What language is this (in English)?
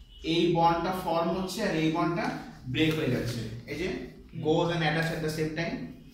Bangla